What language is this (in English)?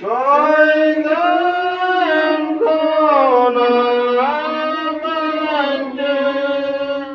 Santali